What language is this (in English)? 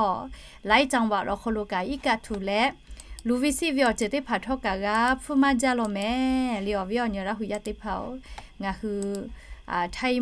Lahu